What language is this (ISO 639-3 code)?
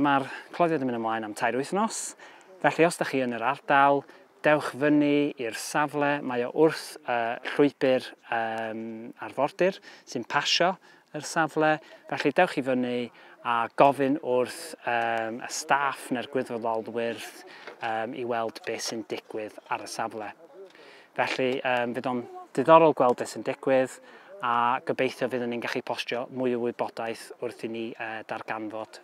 cym